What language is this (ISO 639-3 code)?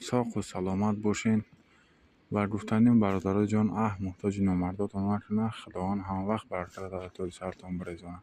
tgk